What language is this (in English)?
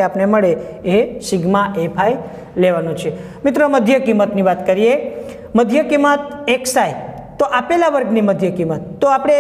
Gujarati